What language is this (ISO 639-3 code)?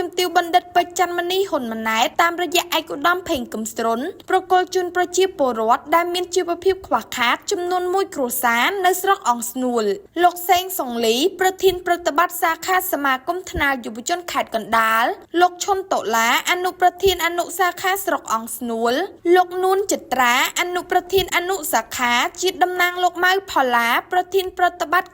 khm